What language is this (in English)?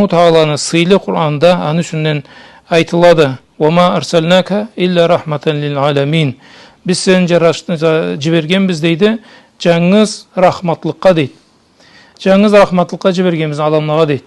Karachay-Balkar